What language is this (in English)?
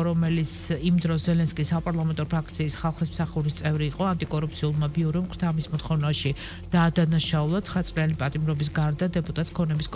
Georgian